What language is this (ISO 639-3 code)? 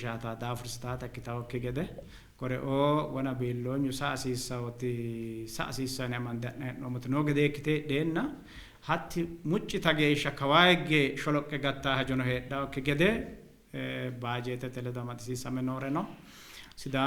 sid